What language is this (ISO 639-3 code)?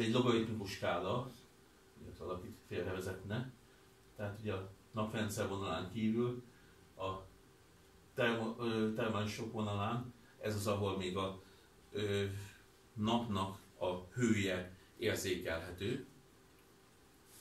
hun